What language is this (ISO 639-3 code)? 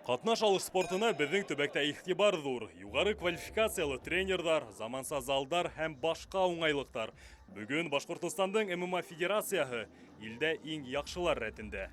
bak